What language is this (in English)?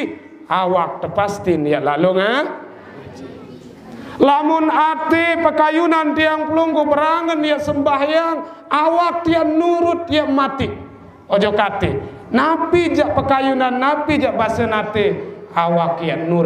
Sasak